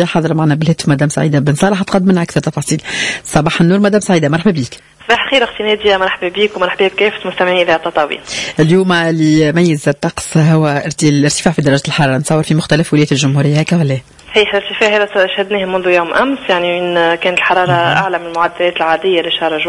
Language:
Tunisian Arabic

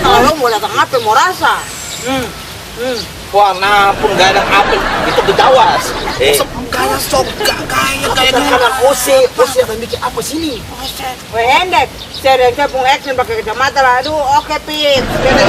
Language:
Ambonese Malay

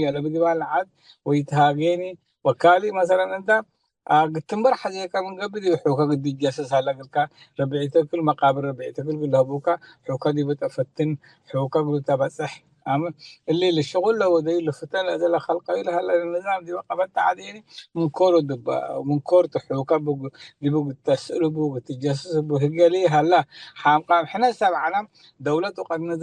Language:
Tigre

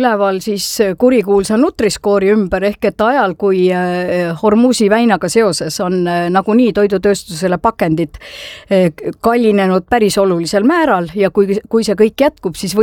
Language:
Estonian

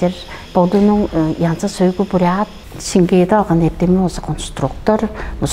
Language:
Tuvinian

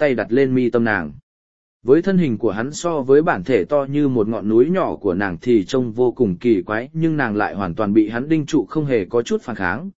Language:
Vietnamese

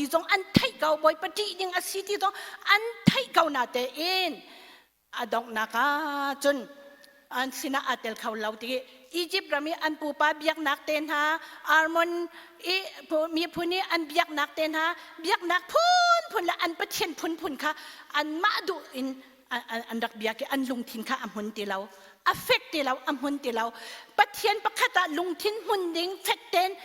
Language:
Hakha Chin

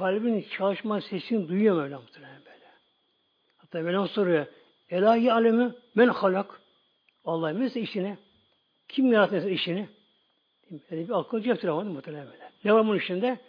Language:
Turkish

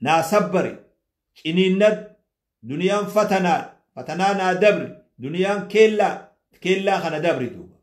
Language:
Oromo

